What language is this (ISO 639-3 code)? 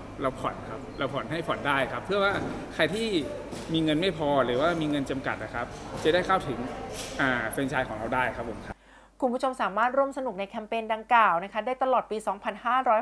tha